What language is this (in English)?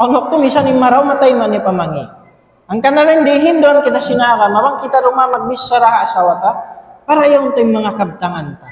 Tausug